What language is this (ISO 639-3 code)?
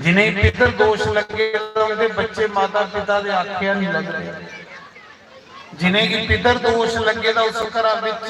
doi